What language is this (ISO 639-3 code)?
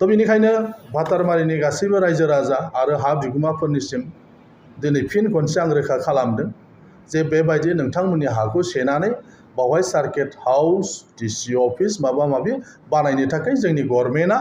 brx